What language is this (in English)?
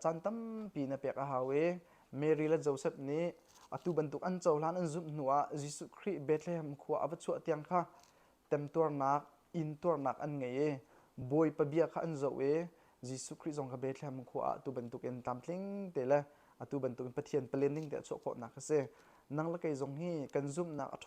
Hakha Chin